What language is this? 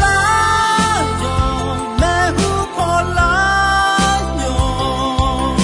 Akha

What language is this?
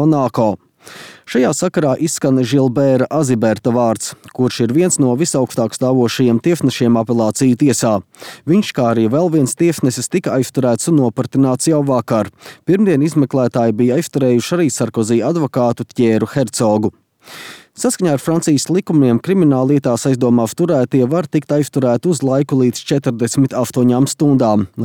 Latvian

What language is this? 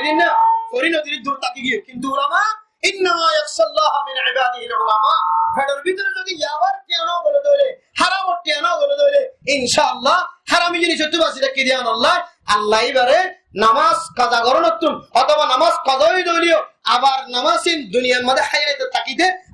Rohingya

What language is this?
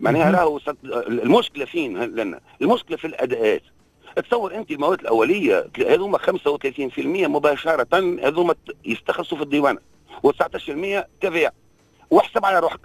Tunisian Arabic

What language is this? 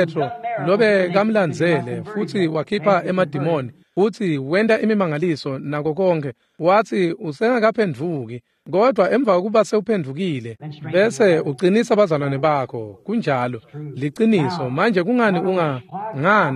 Swati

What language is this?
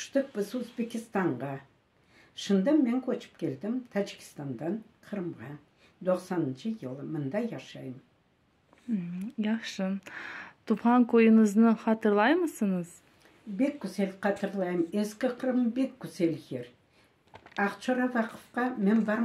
Crimean Tatar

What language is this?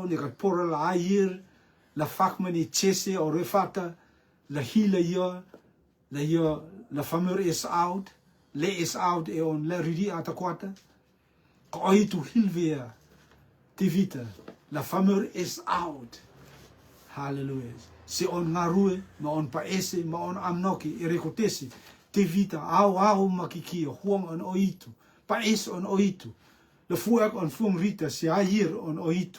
Rotuman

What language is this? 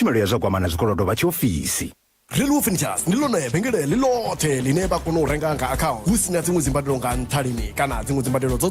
Venda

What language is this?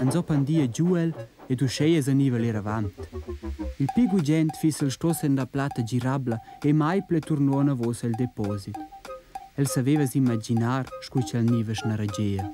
Romansh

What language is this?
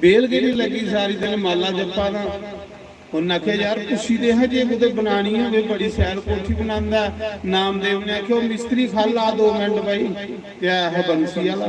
Dogri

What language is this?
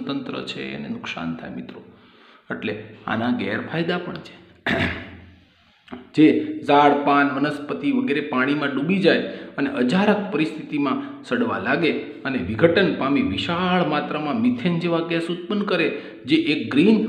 Gujarati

